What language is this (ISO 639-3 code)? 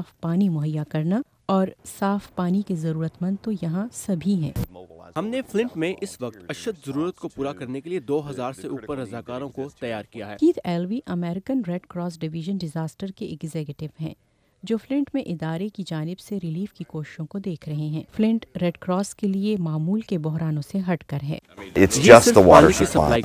urd